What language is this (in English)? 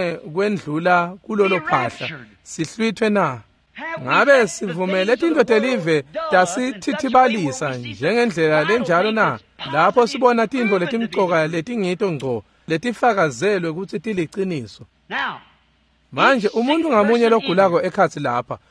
Swati